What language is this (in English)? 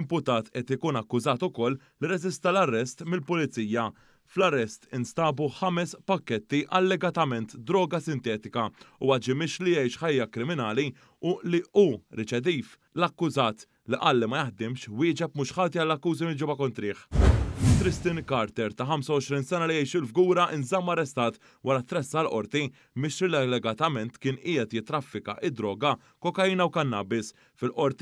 Maltese